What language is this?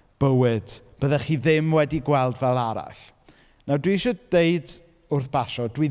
Welsh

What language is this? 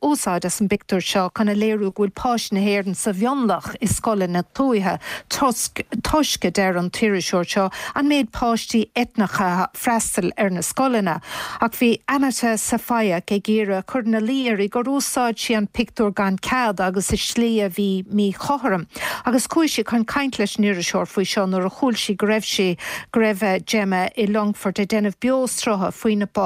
Irish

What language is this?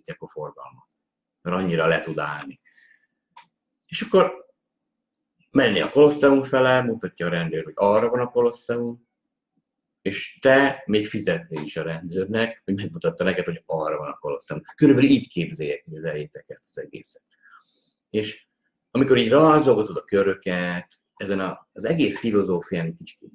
Hungarian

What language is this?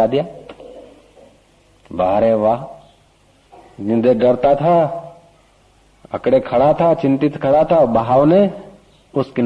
Hindi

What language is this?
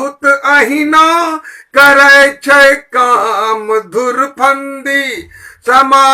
Angika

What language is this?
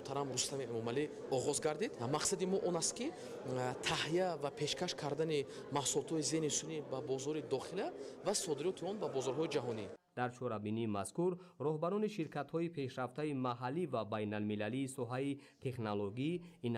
Tajik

